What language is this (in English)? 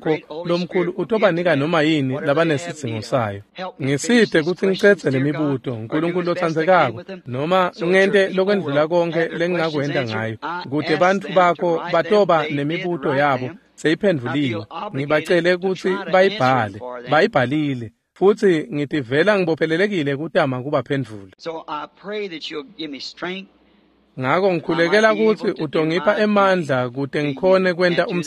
Swati